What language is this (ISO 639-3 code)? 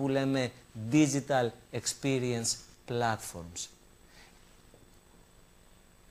ell